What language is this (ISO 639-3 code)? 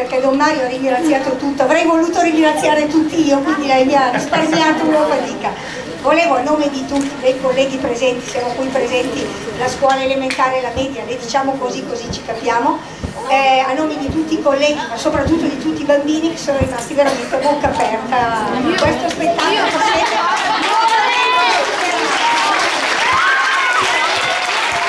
ita